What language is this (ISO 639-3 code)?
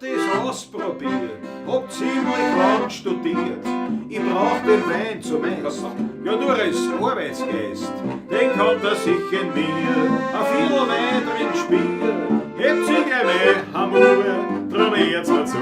bar